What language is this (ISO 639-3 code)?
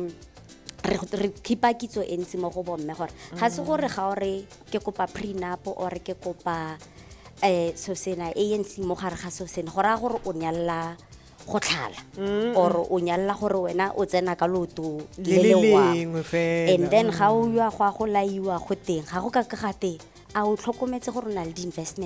tsn